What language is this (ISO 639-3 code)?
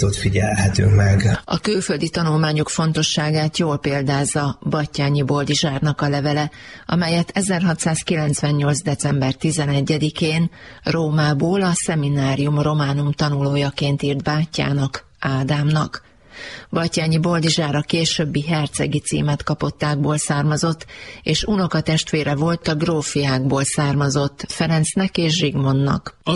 hun